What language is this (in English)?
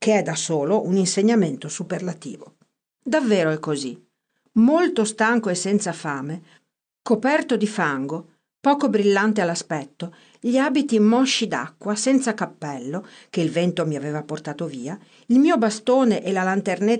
Italian